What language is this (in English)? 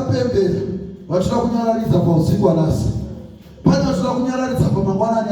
Shona